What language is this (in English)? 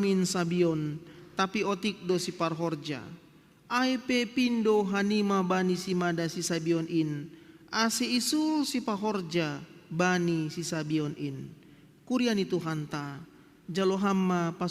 Batak Simalungun